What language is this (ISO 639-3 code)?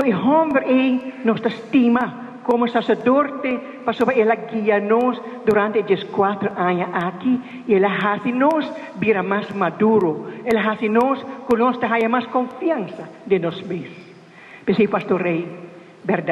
pap